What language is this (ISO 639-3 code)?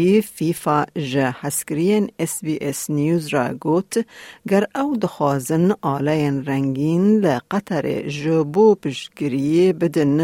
kur